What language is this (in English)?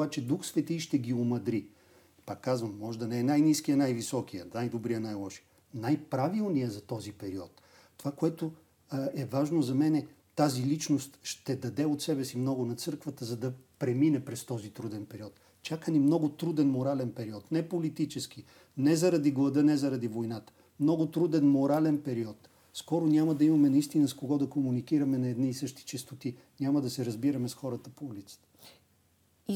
Bulgarian